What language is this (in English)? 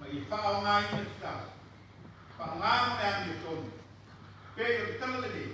Samoan